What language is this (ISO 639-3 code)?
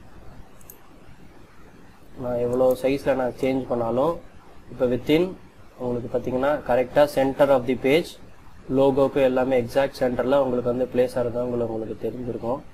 tam